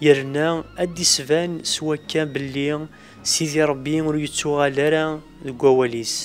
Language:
Kabyle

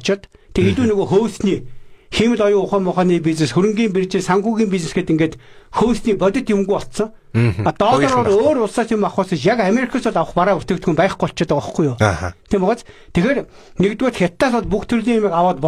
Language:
Mongolian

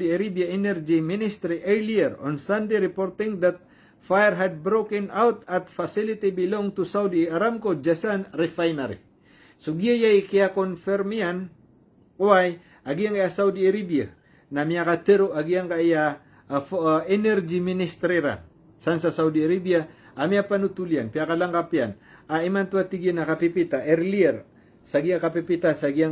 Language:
Maranao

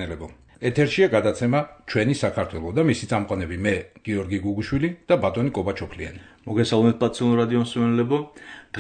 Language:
Georgian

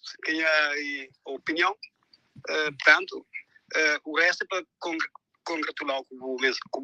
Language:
Kabuverdianu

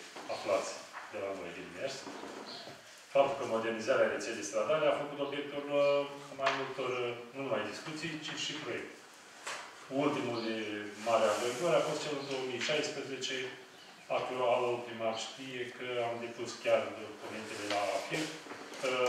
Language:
Romanian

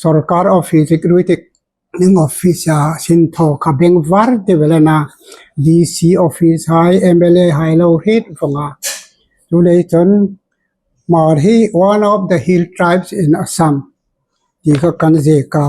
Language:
Hmar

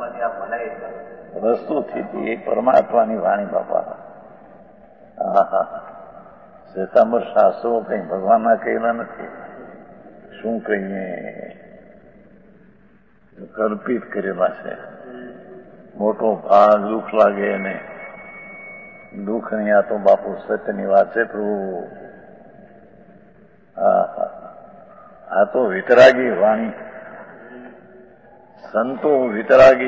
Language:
Gujarati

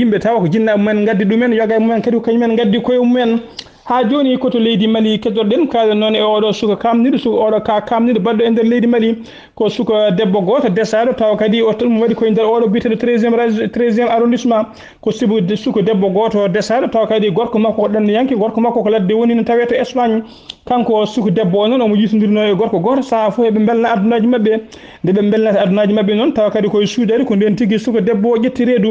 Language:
Fula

